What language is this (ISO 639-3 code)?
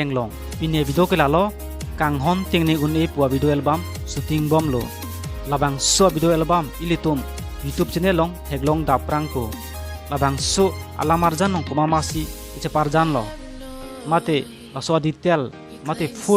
mjw